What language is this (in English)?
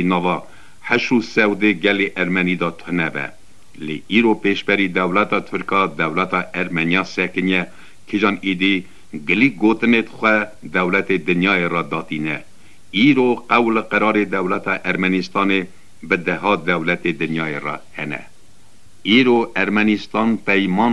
Kurdish